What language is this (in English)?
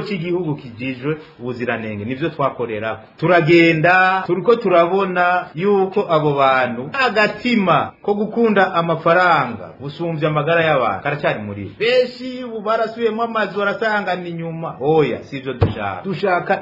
Rundi